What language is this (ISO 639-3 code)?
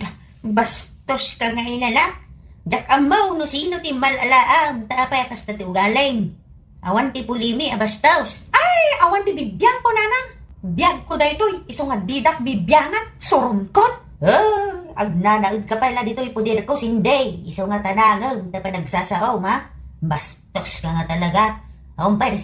ilo